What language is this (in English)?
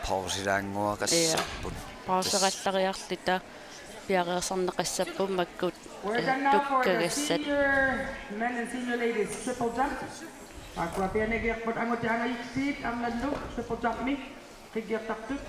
Kalaallisut